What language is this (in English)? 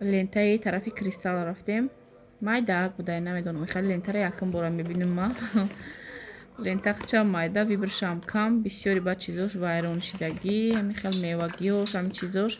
Tajik